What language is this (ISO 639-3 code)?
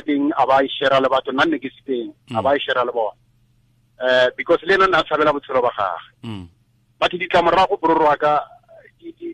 tsn